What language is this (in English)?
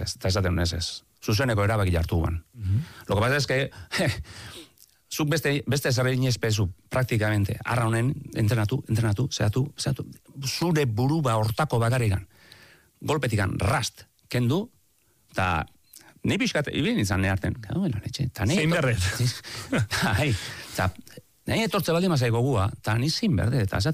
Basque